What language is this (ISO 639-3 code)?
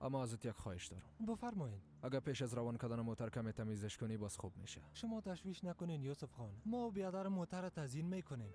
fas